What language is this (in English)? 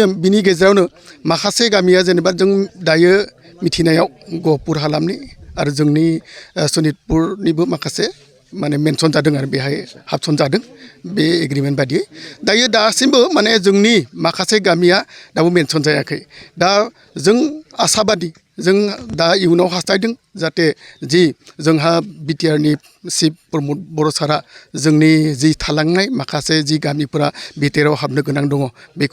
Bodo